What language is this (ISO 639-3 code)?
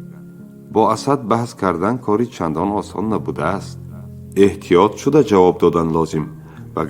tgk